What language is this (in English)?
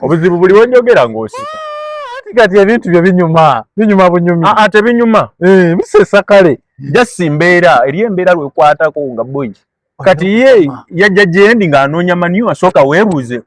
Ganda